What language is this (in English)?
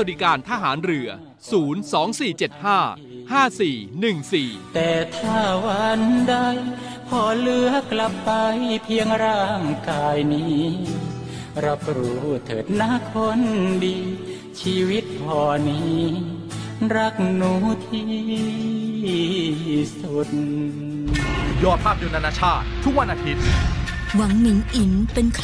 Thai